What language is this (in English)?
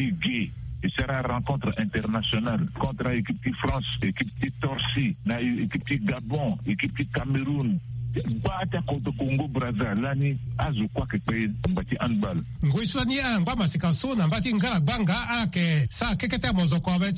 Sango